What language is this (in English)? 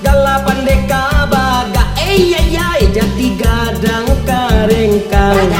Minangkabau